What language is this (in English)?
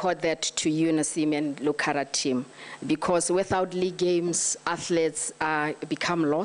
Tswana